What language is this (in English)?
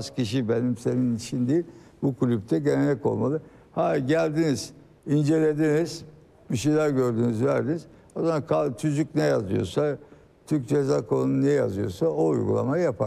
Turkish